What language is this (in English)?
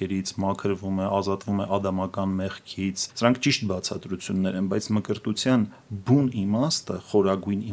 Armenian